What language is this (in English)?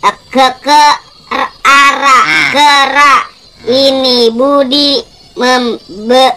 Betawi